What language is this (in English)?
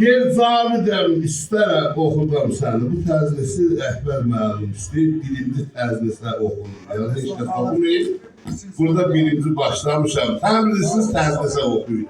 South Azerbaijani